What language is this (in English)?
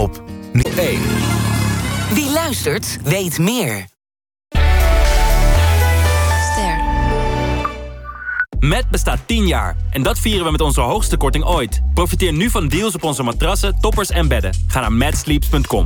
Dutch